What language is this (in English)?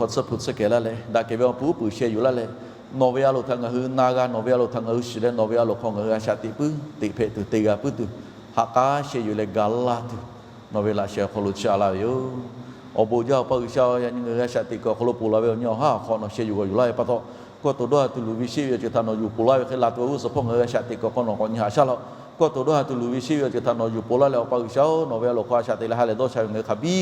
Lahu